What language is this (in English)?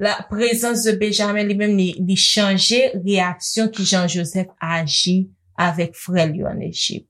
Haitian Creole